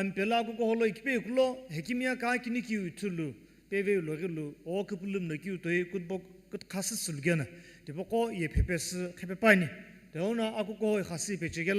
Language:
Sumi Naga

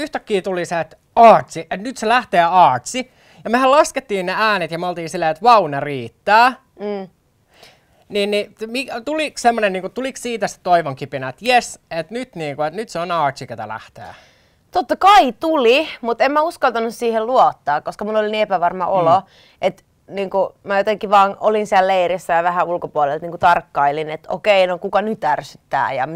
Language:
Finnish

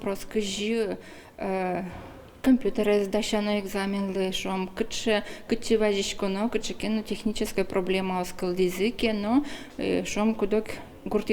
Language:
Udmurt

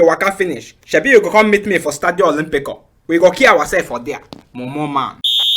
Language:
Nigerian Pidgin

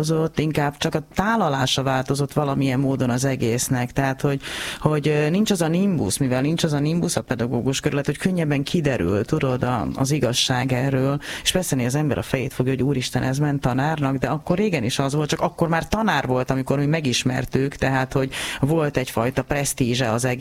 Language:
Hungarian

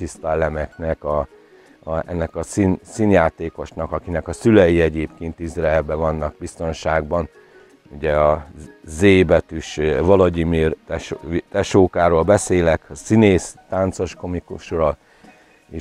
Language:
Hungarian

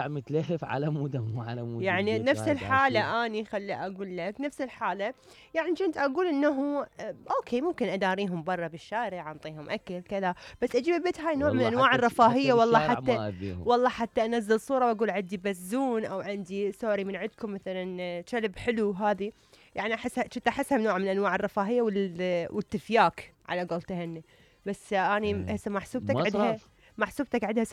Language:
Mesopotamian Arabic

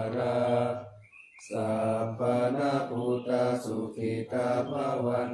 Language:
Pali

